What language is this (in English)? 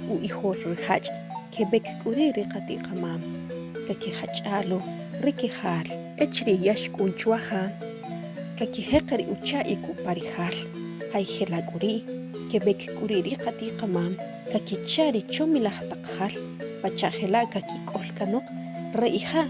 Achi